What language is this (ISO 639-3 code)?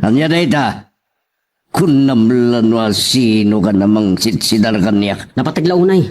ilo